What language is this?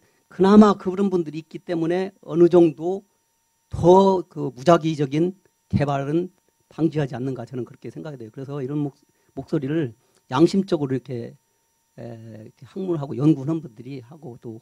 Korean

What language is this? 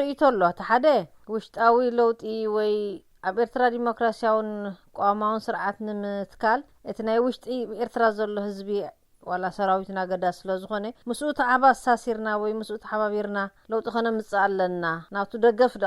Tigrinya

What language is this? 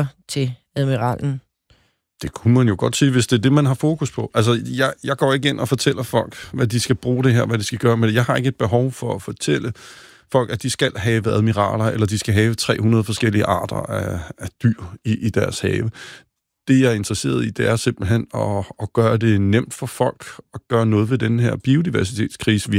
Danish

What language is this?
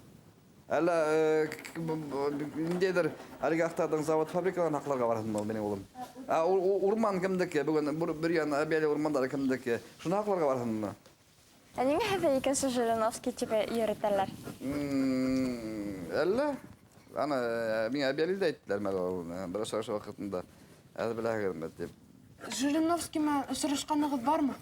Bashkir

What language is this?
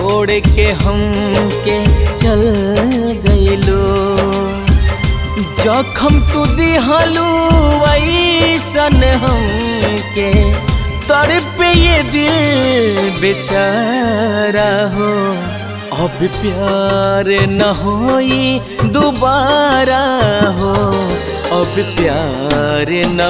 Bhojpuri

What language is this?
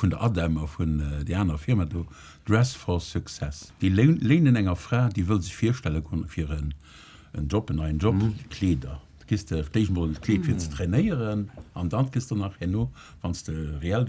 Luxembourgish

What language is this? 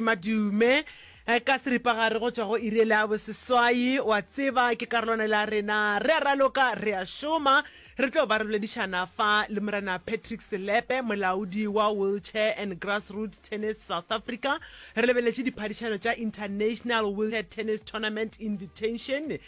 Northern Sotho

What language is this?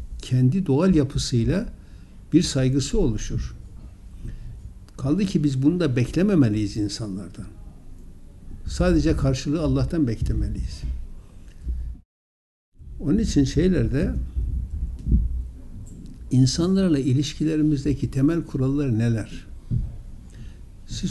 Turkish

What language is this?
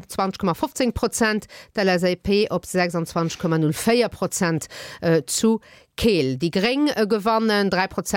Luxembourgish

